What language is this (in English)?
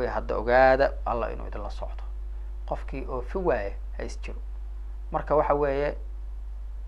Somali